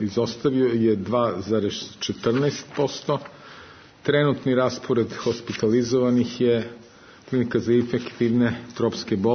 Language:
Serbian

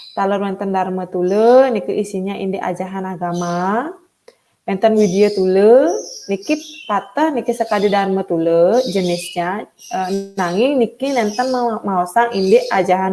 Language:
Balinese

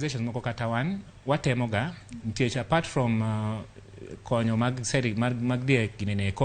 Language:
Luo (Kenya and Tanzania)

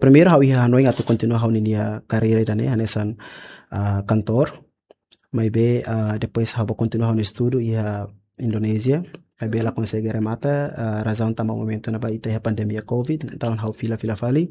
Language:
Tetum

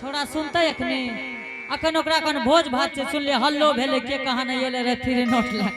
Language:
Angika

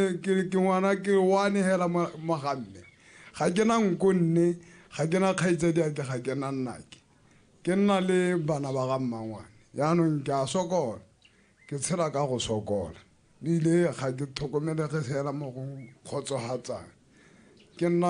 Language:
Tswana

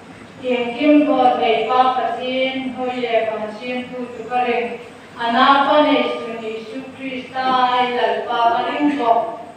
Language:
Hmar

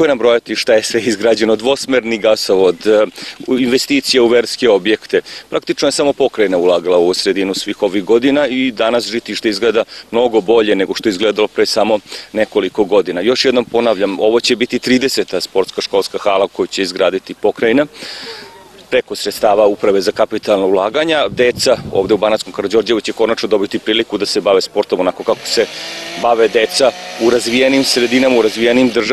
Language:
Serbian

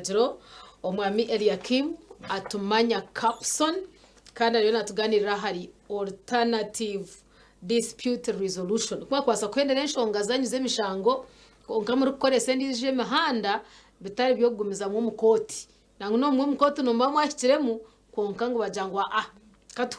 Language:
Nyankole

